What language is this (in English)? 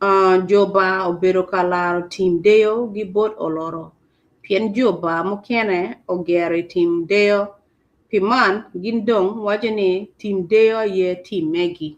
Acoli